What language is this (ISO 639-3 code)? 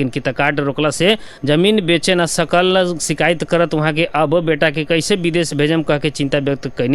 bho